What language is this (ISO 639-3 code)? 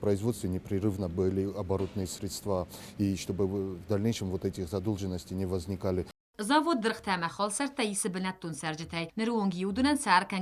oss